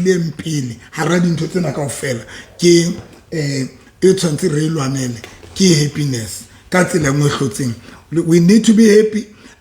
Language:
Southern Sotho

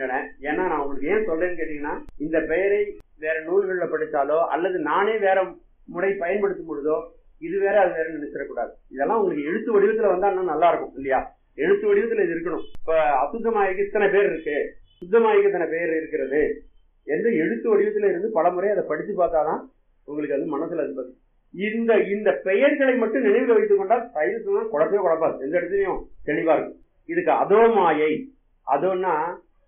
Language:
Tamil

